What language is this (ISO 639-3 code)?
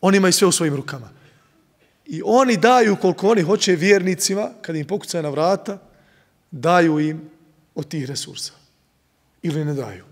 bos